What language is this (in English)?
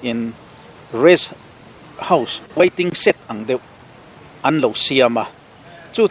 Mizo